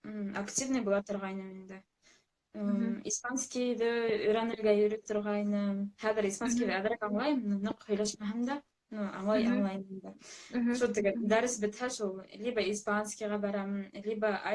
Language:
Bashkir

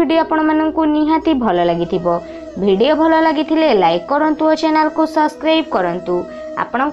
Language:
Odia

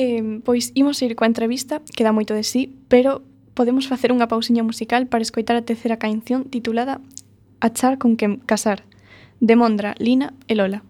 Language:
Galician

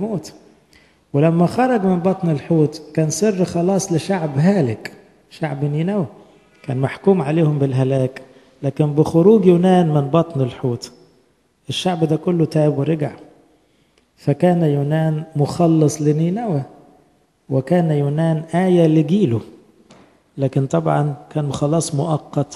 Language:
Egyptian Arabic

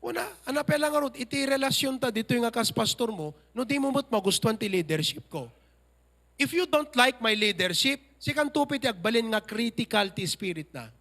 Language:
Iloko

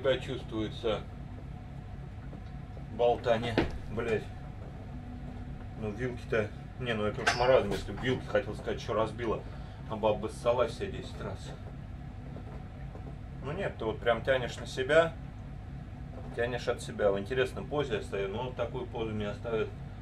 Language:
Russian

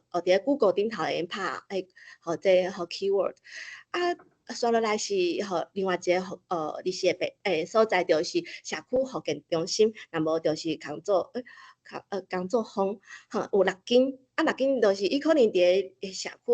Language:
Min Nan Chinese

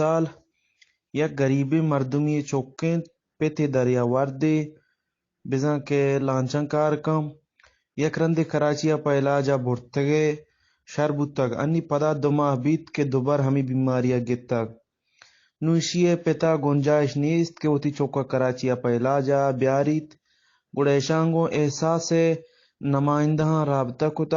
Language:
Eastern Balochi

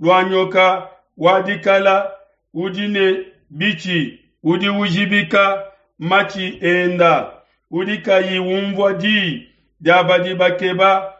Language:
Luba-Lulua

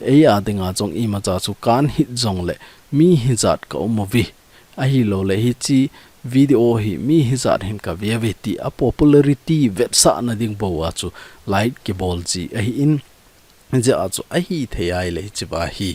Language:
Thado Chin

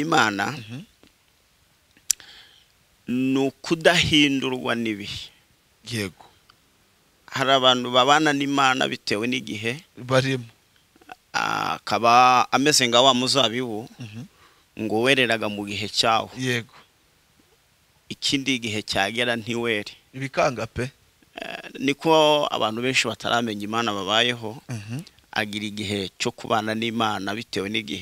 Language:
Kinyarwanda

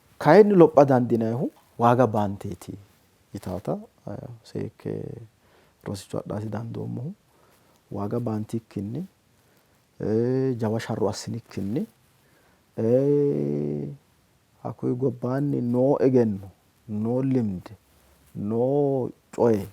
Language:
Sidamo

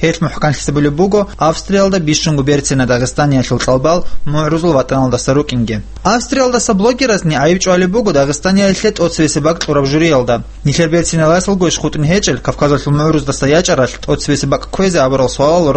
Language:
Avaric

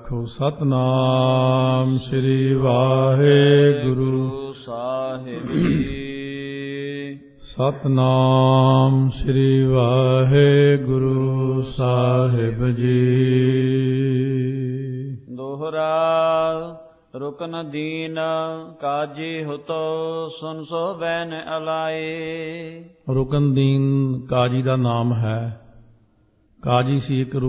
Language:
Punjabi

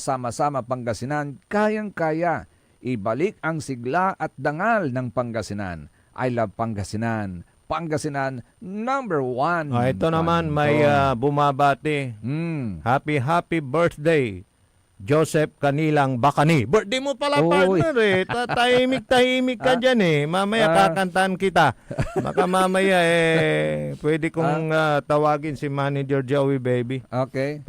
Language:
Pangasinan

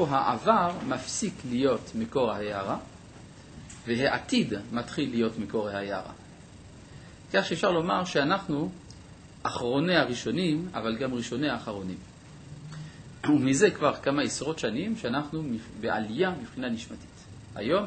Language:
Hebrew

